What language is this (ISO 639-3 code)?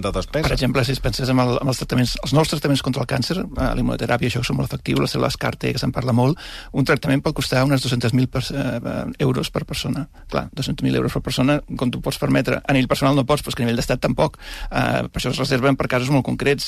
cat